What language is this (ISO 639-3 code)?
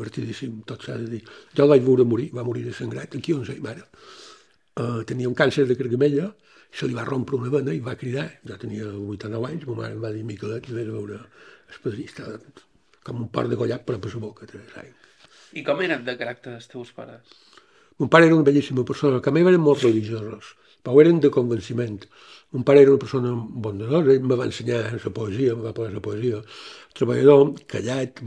cat